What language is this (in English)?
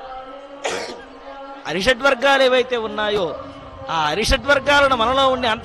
Telugu